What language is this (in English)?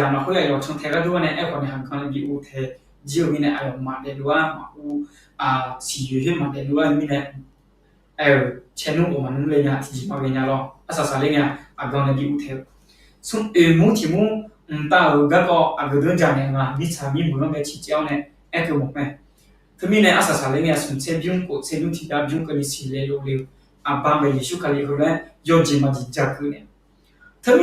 Akha